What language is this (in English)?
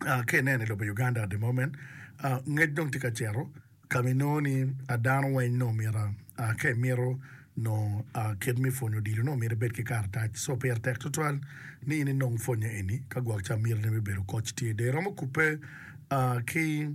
Acoli